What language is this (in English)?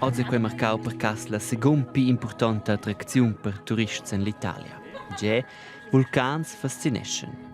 Romansh